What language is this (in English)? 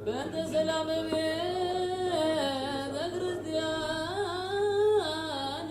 Geez